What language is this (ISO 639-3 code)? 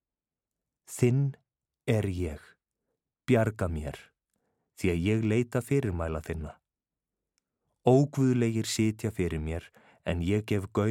isl